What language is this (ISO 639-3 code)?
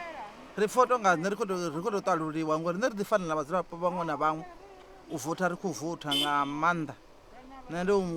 ven